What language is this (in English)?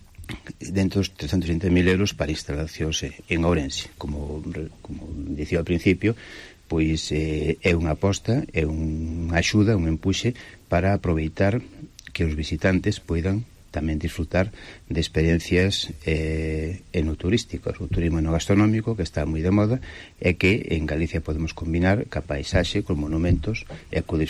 Galician